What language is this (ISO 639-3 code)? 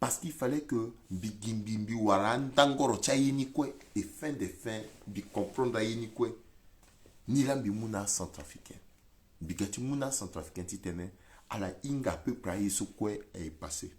sag